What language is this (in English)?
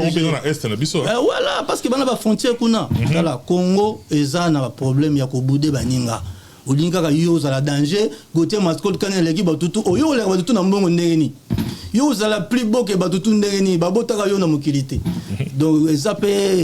Lingala